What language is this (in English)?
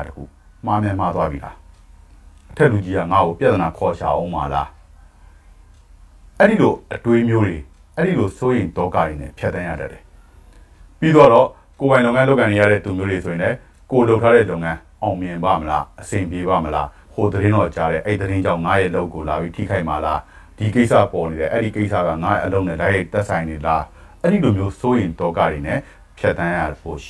Burmese